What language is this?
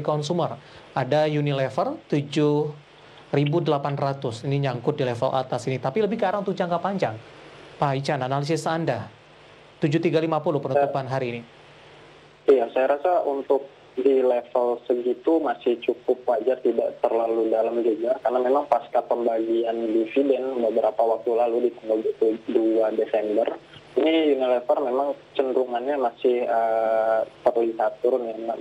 Indonesian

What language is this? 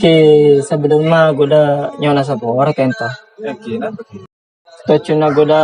Madurese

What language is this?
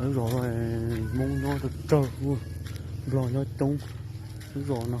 Hmong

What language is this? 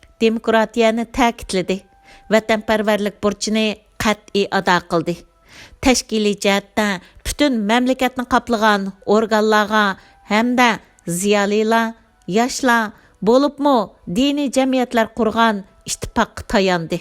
Uyghur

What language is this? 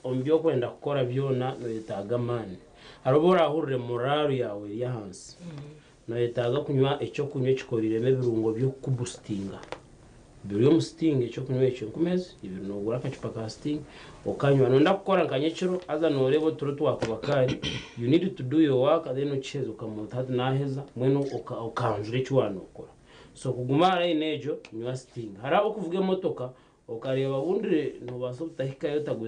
Nyankole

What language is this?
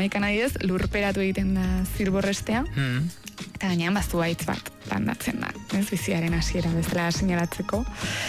Basque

